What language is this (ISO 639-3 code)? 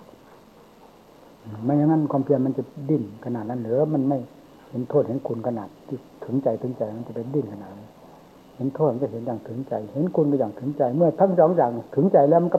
tha